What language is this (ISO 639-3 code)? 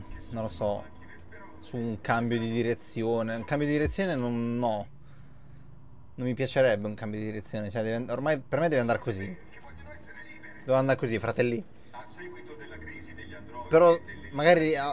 ita